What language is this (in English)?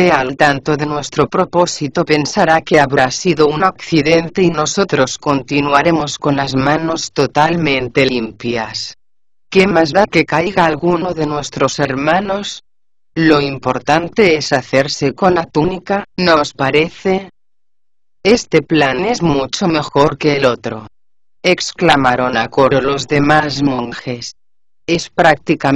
Spanish